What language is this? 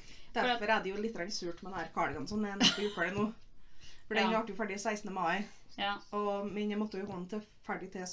Norwegian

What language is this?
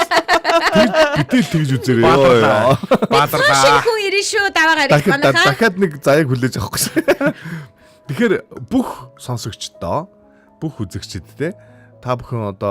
Mongolian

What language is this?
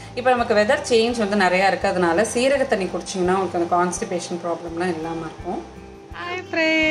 Tamil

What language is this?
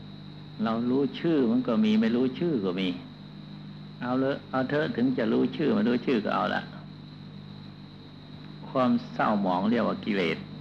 Thai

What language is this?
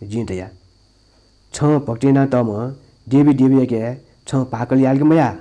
Newari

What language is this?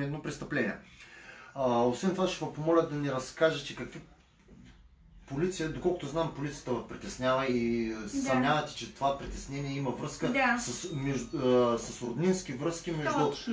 Bulgarian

